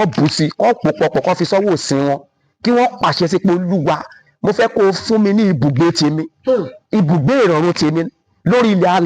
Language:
Yoruba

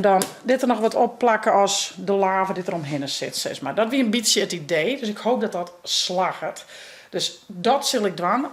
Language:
Western Frisian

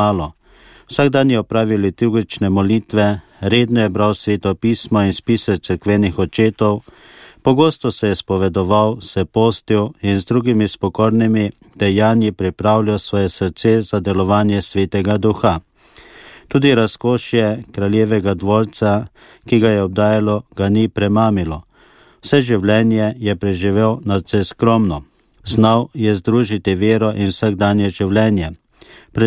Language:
Slovenian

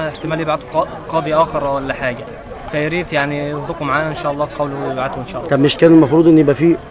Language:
Egyptian Arabic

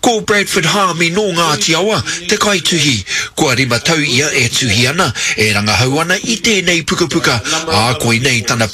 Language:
Māori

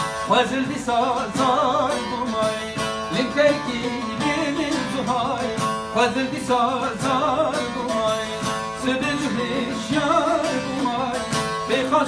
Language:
Kurdish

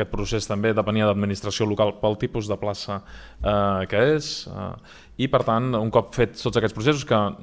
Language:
Catalan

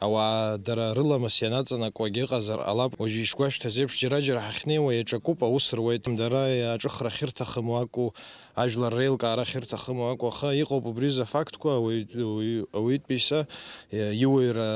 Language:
Abkhazian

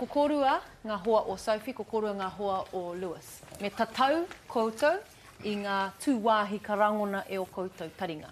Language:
Māori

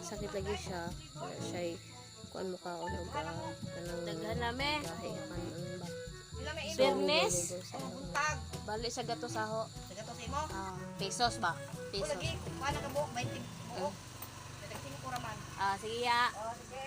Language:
Cebuano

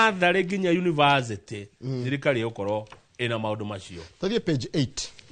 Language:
Kikuyu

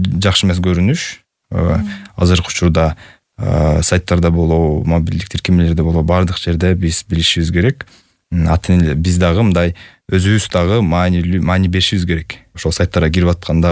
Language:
Kyrgyz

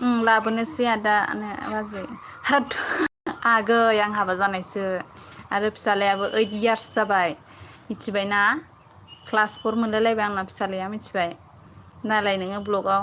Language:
Bodo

